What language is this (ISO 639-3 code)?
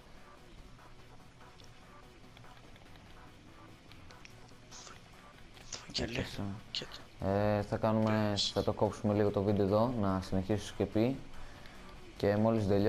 ell